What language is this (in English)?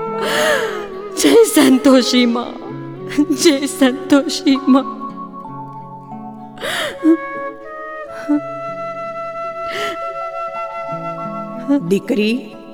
Gujarati